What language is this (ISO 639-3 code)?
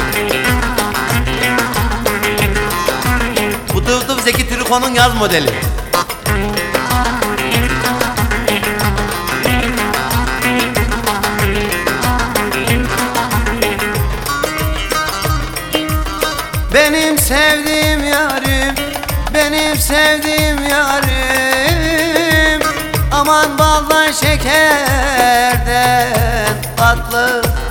tur